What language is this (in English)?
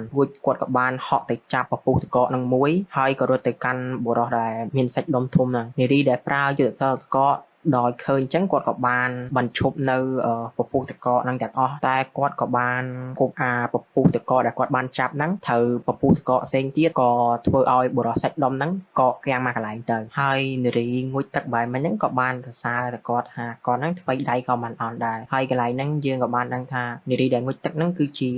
Khmer